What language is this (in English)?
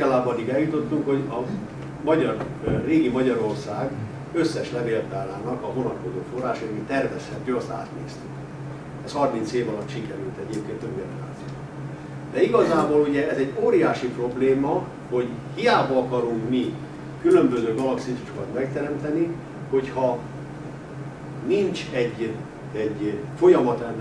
Hungarian